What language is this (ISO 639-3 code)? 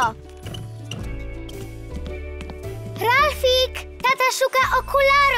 pol